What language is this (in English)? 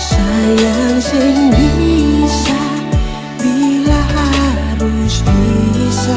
Ambonese Malay